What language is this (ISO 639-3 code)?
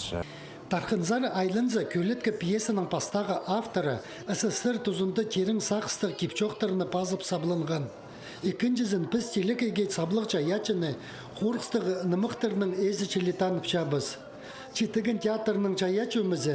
kjh